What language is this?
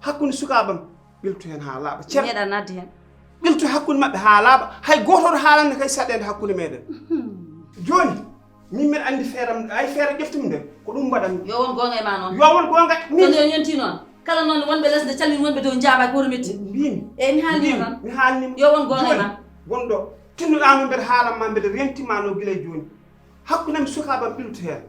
Fula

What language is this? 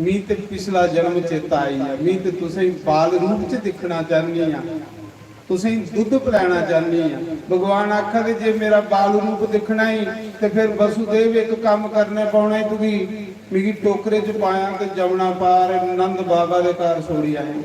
Dogri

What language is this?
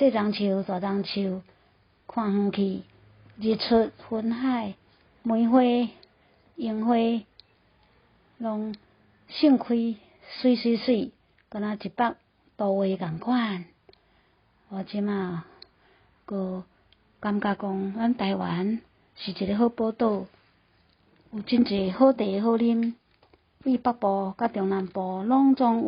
Min Nan Chinese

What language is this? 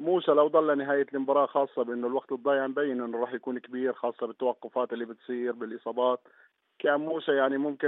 North Levantine Arabic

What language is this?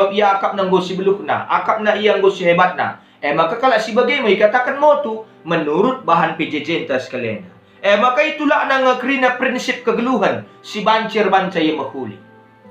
Batak Karo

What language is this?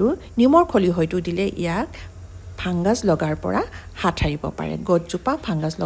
Assamese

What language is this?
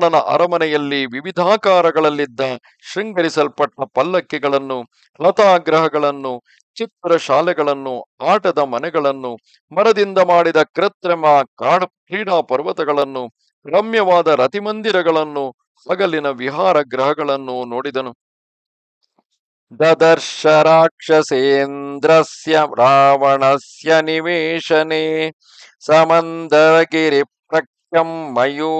Kannada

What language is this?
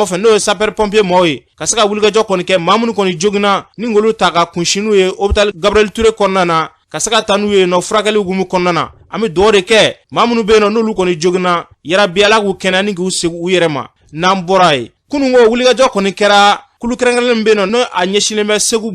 Bambara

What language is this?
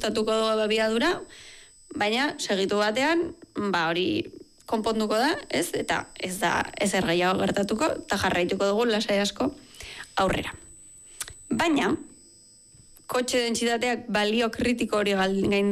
Basque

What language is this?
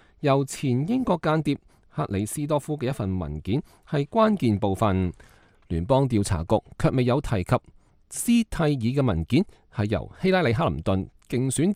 Cantonese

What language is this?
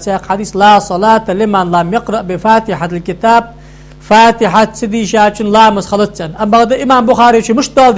Ingush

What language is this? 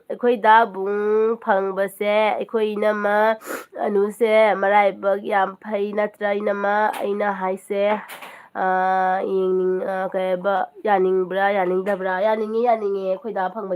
Manipuri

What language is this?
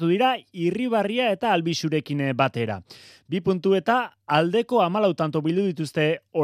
Basque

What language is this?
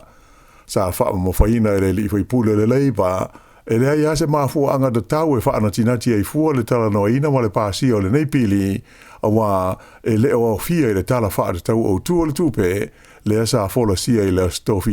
Samoan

